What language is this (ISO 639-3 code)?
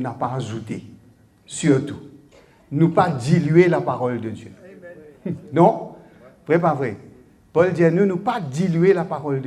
mfe